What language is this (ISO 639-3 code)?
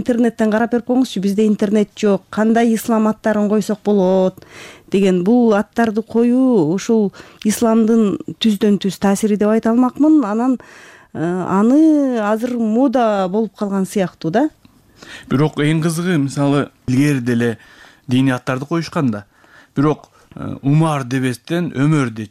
kir